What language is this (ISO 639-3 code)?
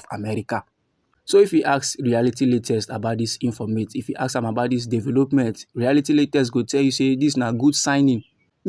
pcm